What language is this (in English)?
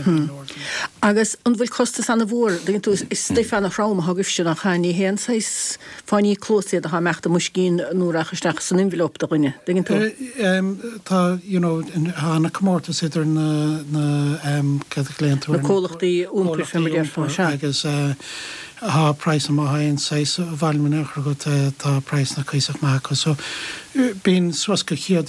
Irish